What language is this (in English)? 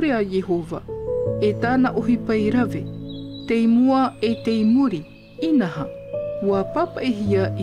Tahitian